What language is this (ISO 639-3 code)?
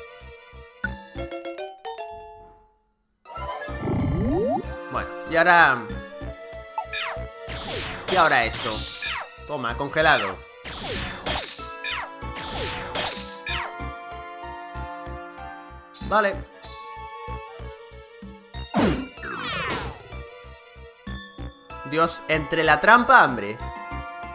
spa